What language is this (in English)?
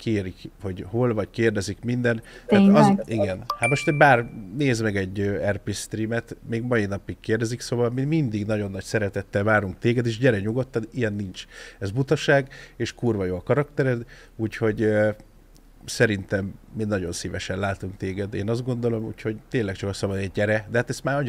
Hungarian